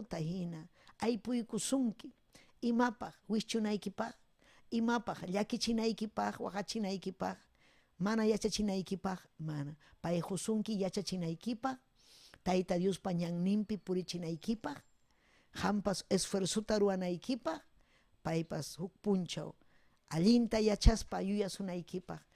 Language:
Ayacucho Quechua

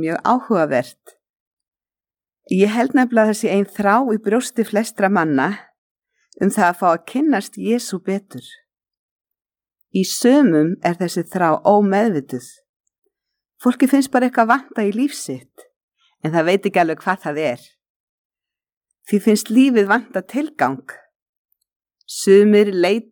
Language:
Icelandic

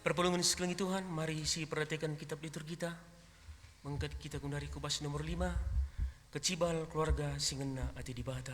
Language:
Batak Karo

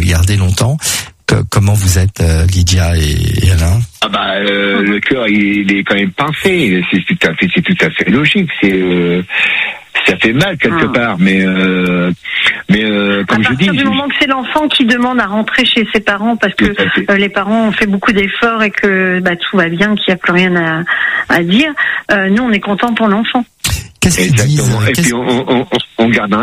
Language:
French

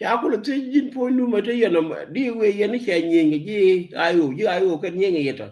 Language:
Nuer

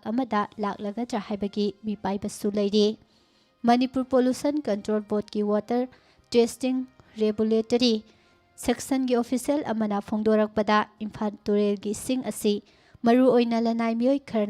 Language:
Manipuri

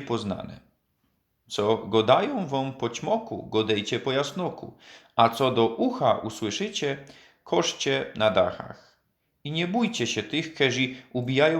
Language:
Silesian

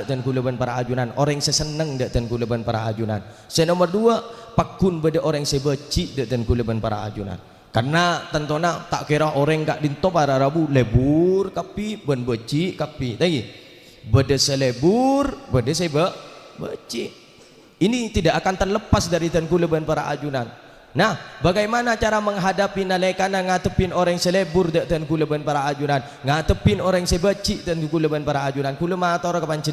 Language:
Madurese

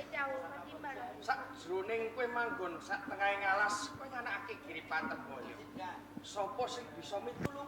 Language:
Javanese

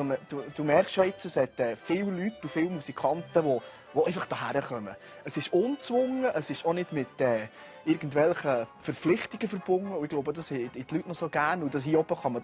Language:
Swiss German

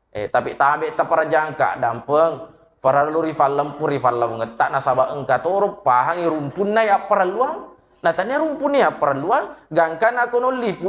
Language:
Buginese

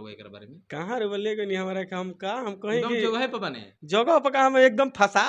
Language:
Bhojpuri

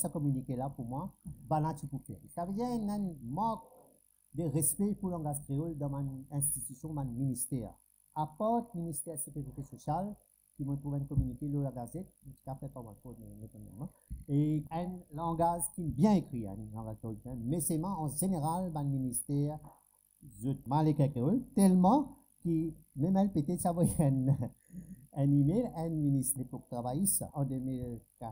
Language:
Morisyen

